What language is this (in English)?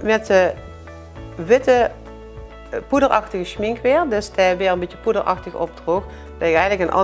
Limburgish